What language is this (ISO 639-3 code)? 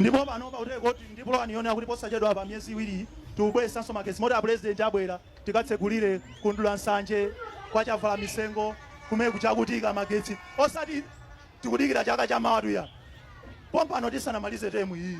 nya